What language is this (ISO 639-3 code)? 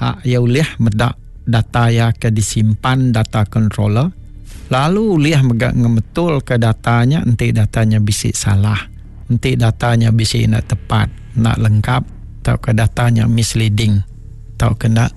iba